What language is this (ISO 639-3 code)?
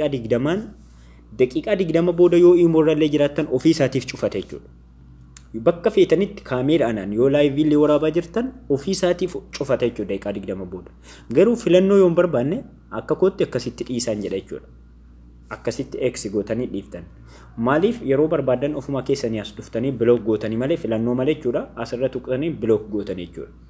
orm